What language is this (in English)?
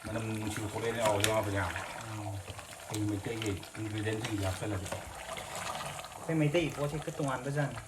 Manipuri